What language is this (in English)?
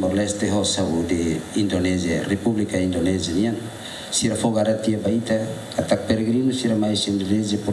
Tetum